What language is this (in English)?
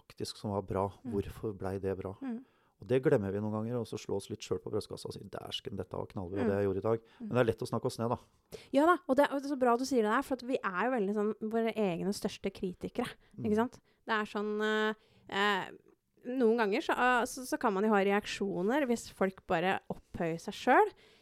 Norwegian